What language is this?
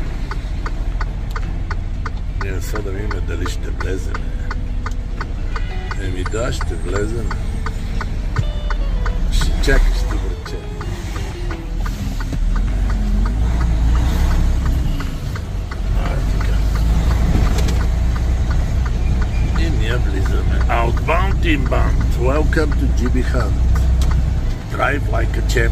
Bulgarian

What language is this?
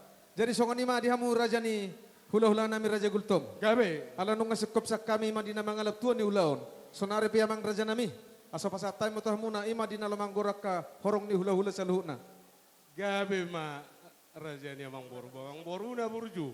Batak Toba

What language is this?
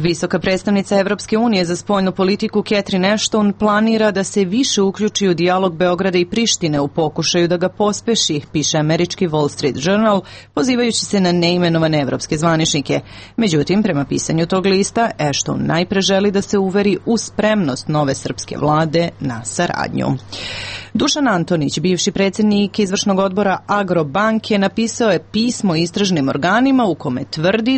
Serbian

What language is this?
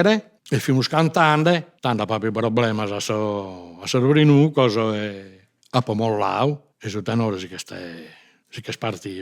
Sardinian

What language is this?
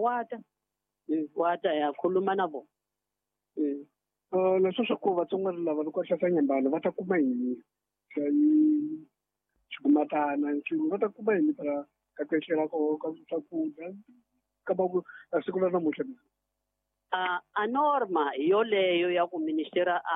Tsonga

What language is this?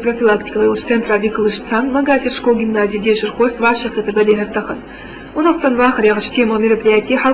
Ingush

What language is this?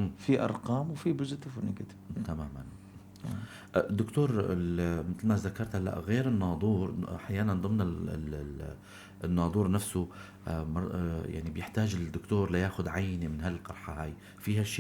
North Levantine Arabic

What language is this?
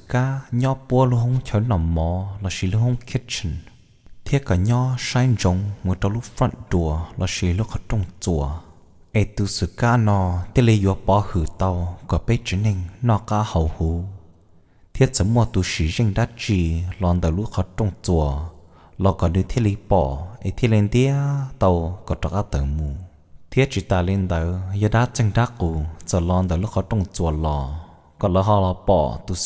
Hmong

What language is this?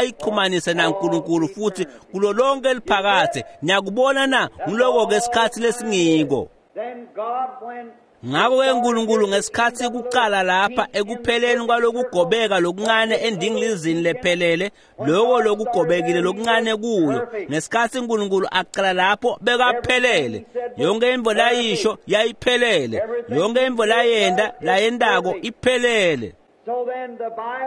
Swati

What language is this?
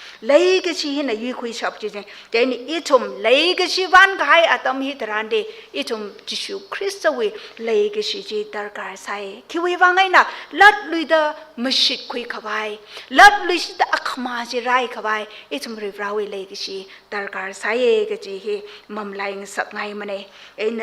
Tangkhul Naga (India)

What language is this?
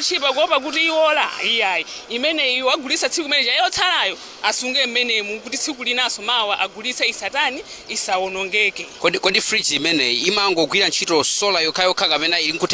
Nyanja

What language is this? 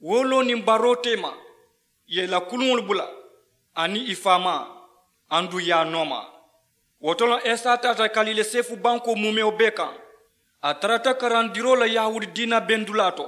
Mandingo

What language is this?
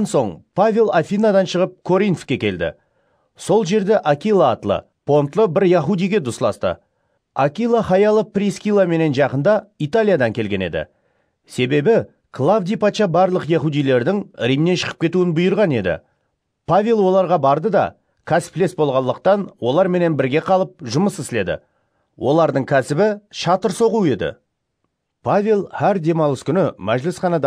Kara-Kalpak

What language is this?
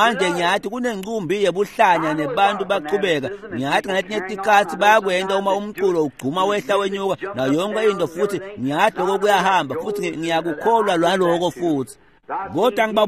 Swati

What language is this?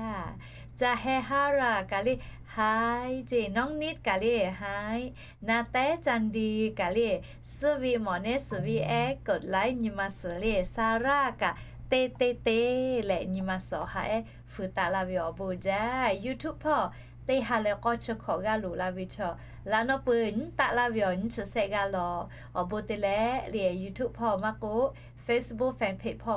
Lahu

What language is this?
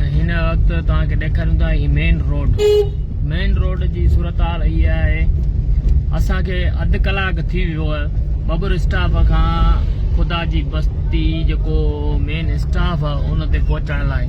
Sindhi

